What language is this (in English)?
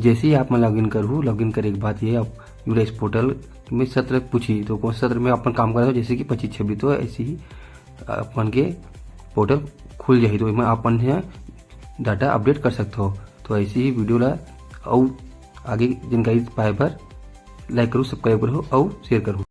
Chhattisgarhi